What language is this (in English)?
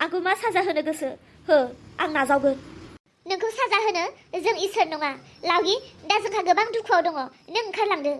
Bodo